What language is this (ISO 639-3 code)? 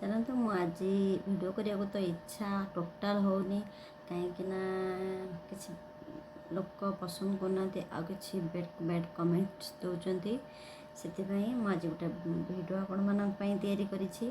ori